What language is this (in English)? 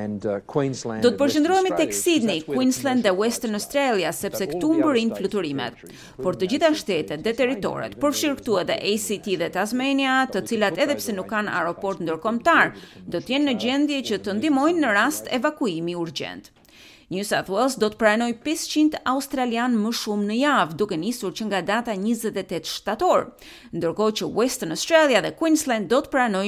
Albanian